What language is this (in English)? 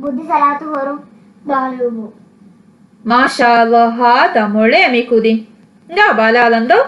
Divehi